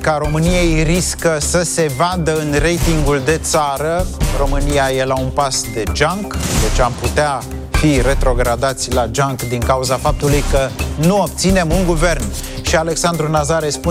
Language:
Romanian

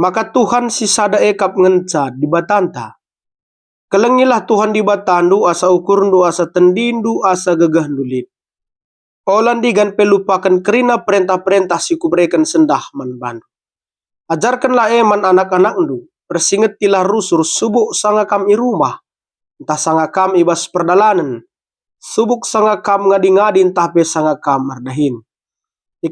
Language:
Batak Karo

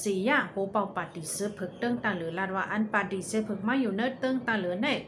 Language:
Shan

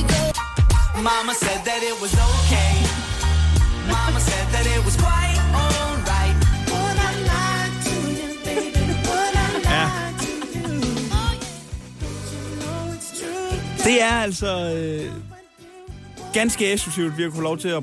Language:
Danish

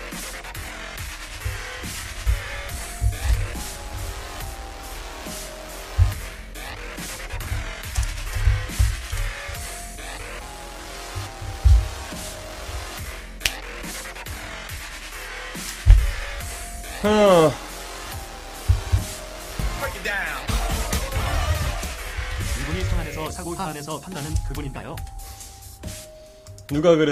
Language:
Korean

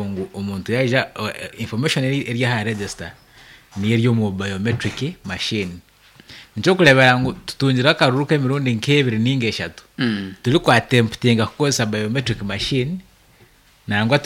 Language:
Nyankole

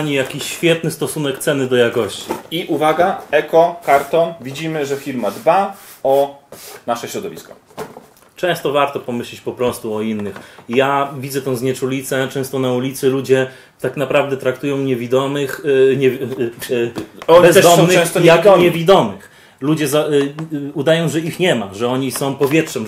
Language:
Polish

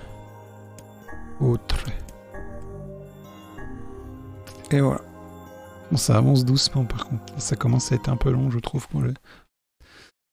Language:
French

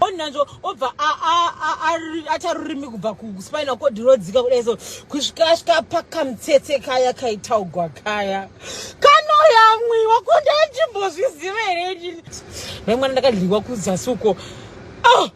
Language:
Shona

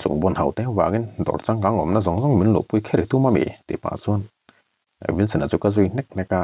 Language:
Mizo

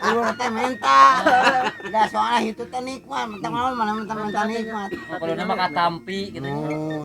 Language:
Sundanese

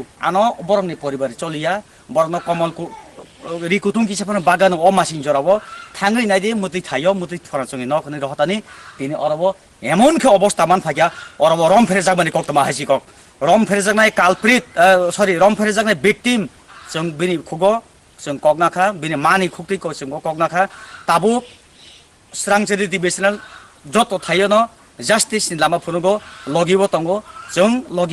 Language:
Kok Borok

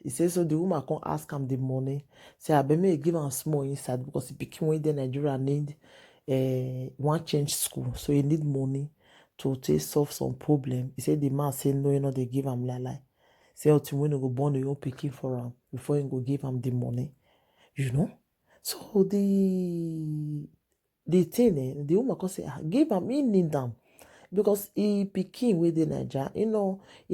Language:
Nigerian Pidgin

